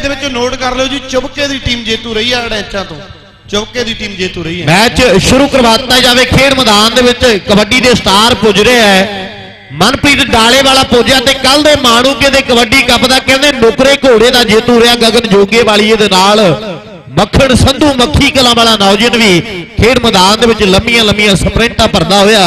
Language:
Punjabi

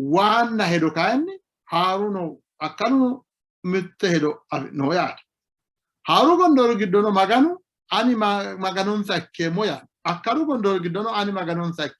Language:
Sidamo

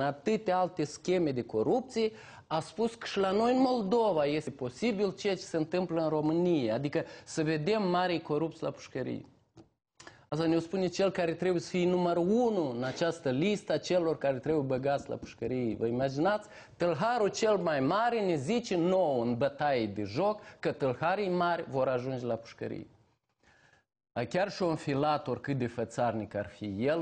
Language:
Romanian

